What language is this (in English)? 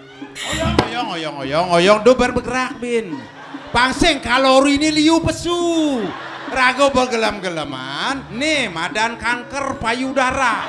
Balinese